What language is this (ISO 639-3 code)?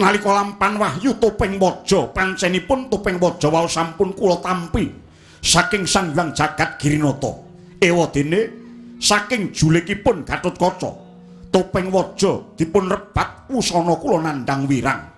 jav